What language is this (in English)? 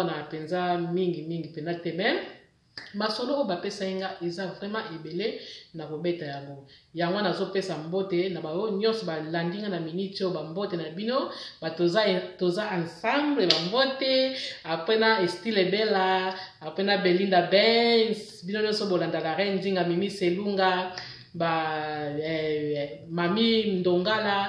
Lingala